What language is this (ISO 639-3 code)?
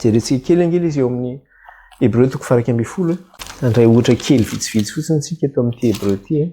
mlg